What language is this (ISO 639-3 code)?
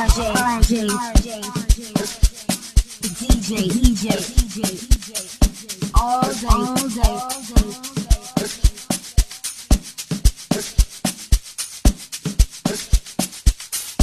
swa